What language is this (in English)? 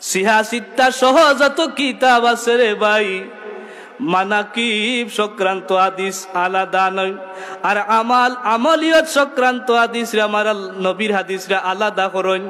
Sylheti